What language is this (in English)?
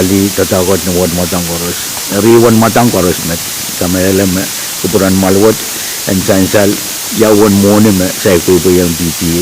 Pohnpeian